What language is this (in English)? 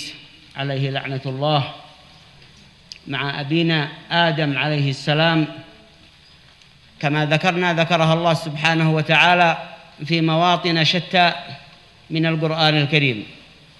Arabic